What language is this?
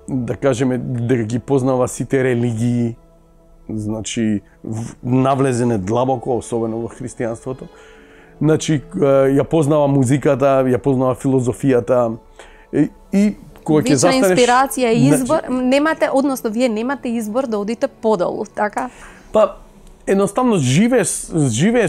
Macedonian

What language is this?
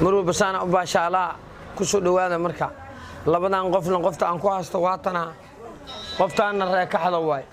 Somali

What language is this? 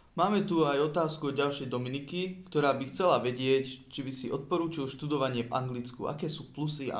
Slovak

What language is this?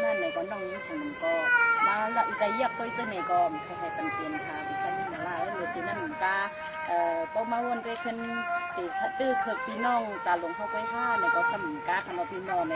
Shan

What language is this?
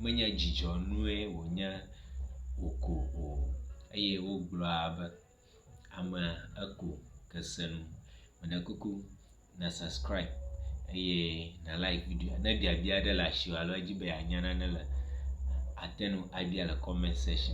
Ewe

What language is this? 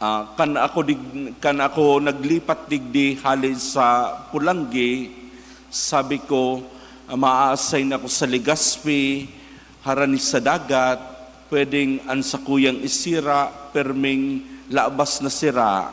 Bikol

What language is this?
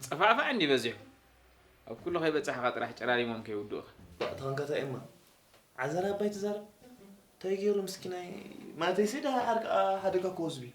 Tigrinya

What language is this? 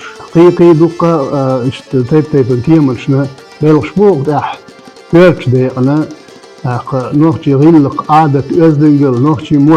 Chechen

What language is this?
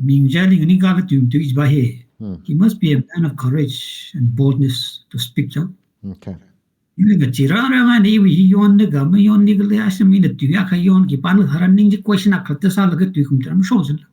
Tangkhul Naga (India)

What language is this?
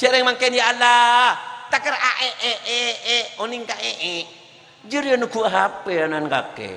Madurese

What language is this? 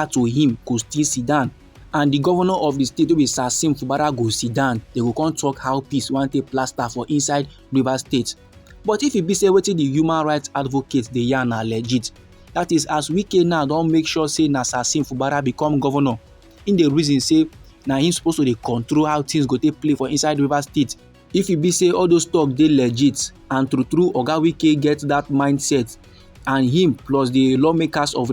Nigerian Pidgin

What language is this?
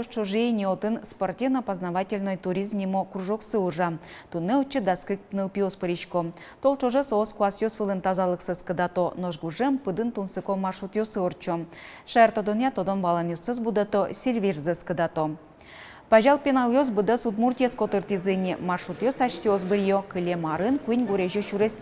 Udmurt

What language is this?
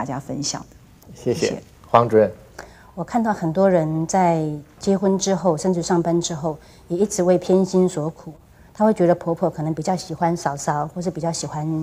Chinese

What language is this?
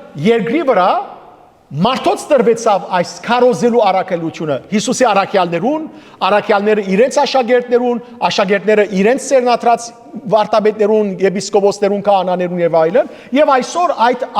Western Armenian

